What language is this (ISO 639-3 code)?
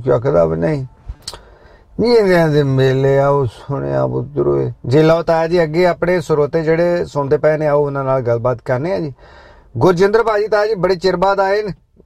pan